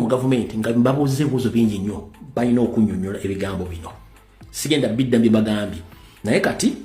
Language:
Ganda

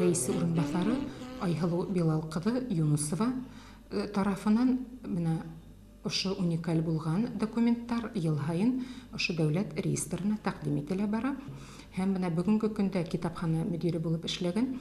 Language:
Bashkir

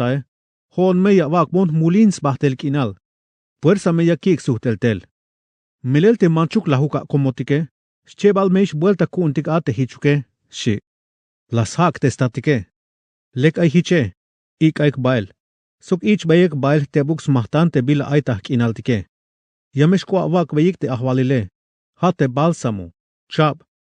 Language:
Tzeltal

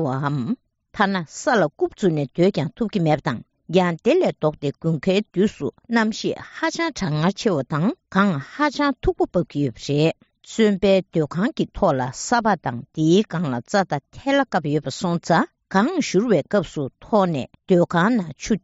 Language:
Tibetan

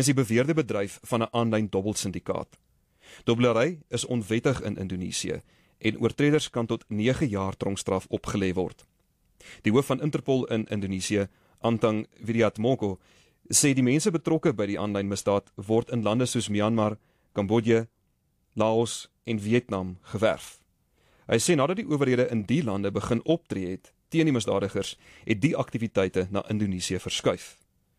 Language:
Afrikaans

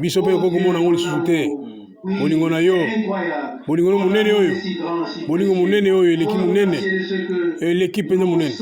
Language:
Lingala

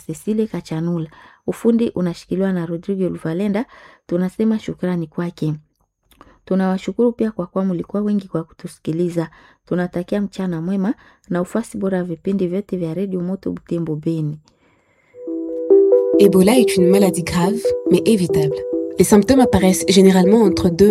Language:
Swahili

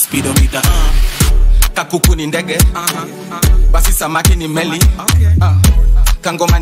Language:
Swahili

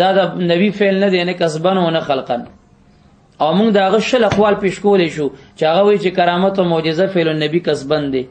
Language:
Pashto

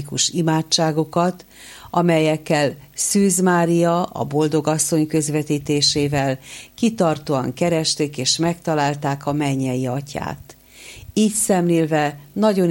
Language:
Hungarian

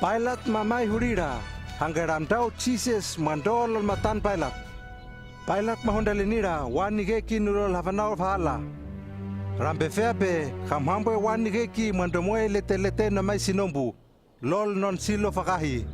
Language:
Hano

